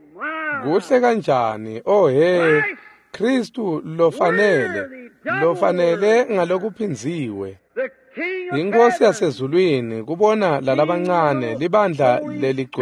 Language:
Swati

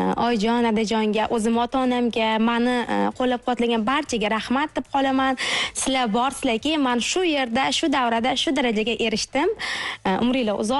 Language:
Uzbek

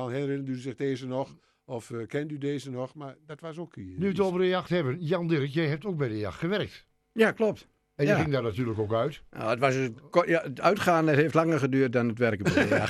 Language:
Dutch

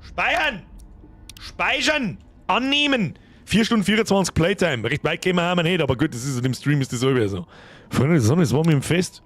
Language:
Bavarian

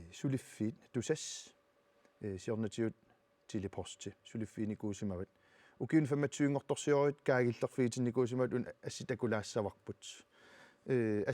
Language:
Kalaallisut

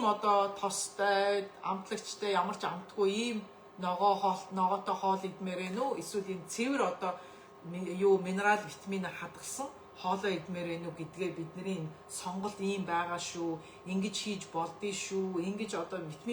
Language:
Mongolian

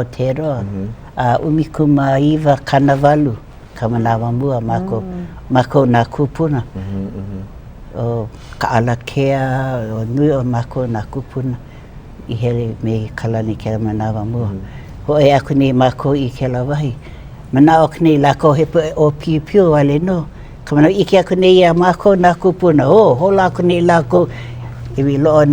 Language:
Hawaiian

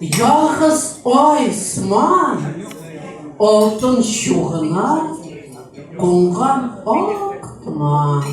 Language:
Tatar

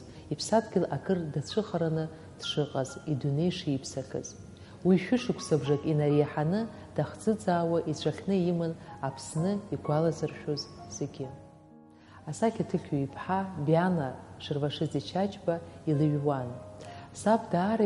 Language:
Abkhazian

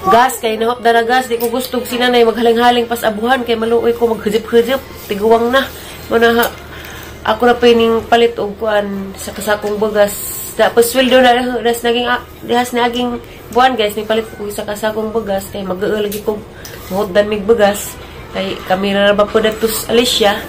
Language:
Cebuano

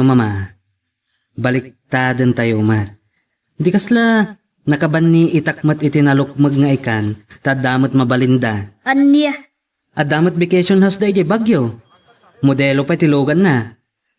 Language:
Iloko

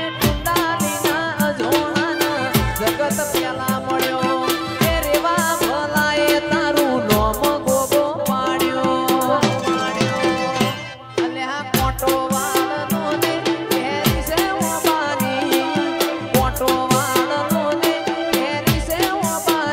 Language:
Gujarati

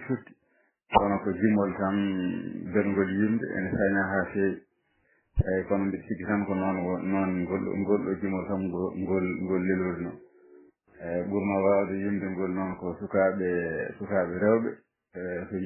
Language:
Fula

